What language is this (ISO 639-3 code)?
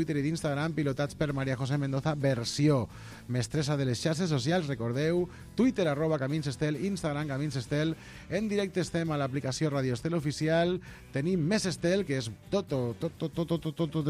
cat